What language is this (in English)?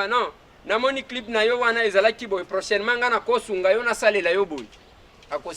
Lingala